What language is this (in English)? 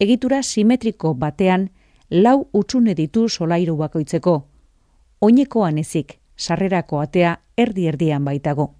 Basque